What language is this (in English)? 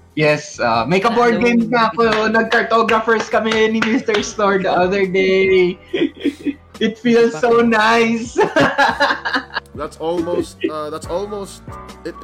Filipino